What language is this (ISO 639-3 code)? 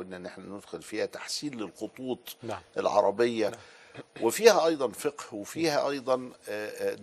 arz